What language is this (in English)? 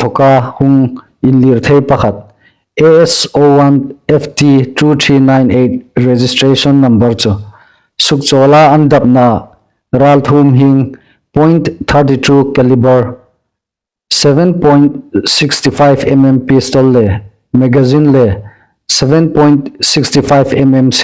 Hmar